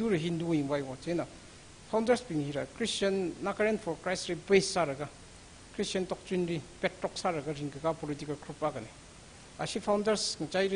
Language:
Tangkhul Naga (India)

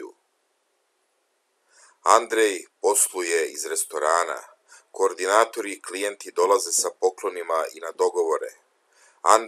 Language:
Serbian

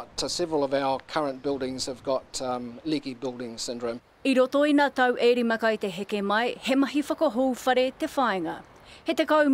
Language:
Māori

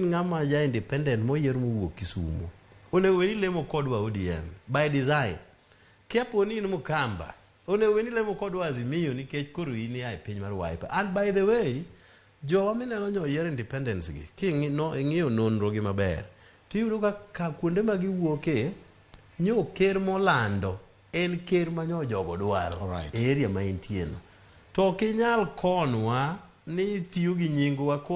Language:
Luo (Kenya and Tanzania)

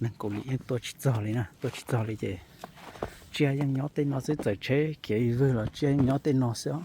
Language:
Hmong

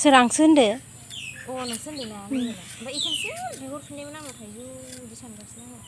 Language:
Bodo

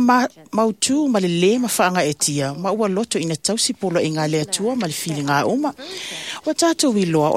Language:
Samoan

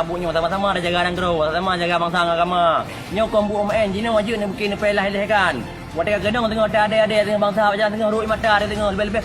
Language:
Achinese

